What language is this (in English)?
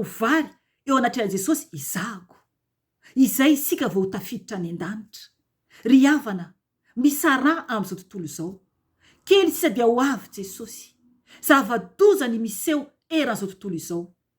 Malagasy